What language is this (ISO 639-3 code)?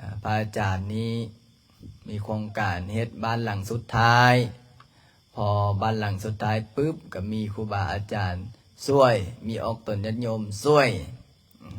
lao